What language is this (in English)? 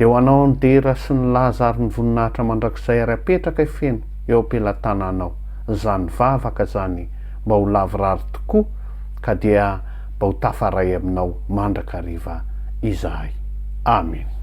Malagasy